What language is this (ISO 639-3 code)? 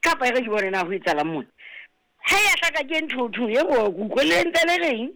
sot